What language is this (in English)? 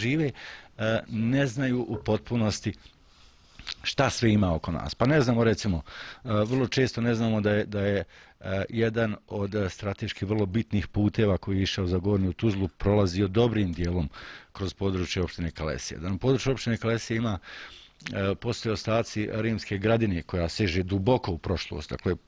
Bosnian